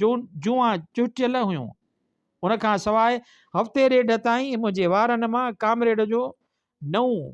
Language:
Sindhi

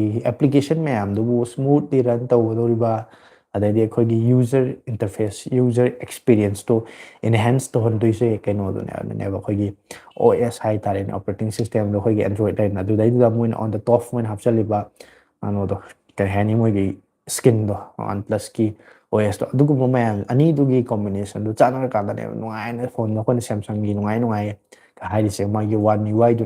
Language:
Manipuri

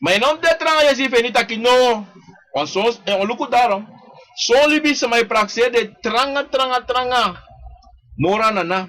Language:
Sranan Tongo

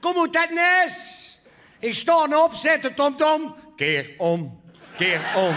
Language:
Limburgish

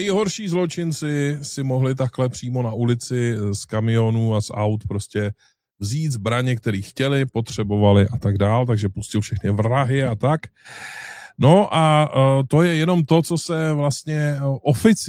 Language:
Czech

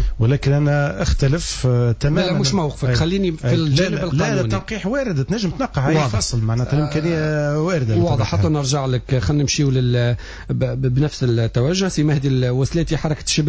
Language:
Tunisian Arabic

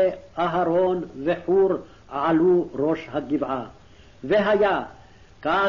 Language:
Hebrew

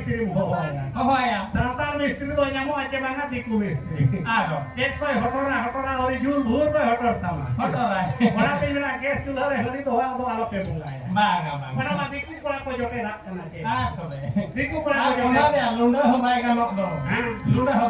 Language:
Santali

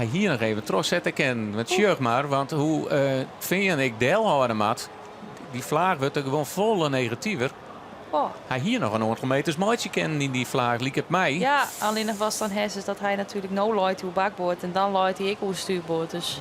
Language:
Western Frisian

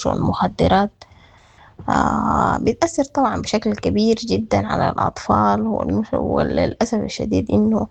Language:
Sudanese Arabic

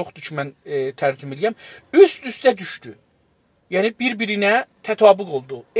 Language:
South Azerbaijani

